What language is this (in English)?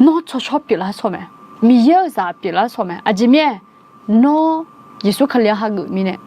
Akha